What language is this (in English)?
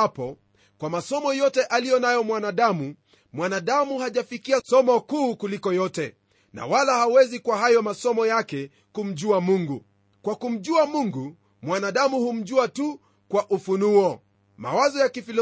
Swahili